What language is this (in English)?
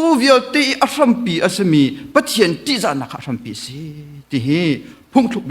Hakha Chin